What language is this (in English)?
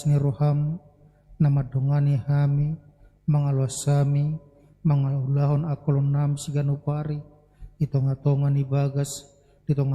Batak Toba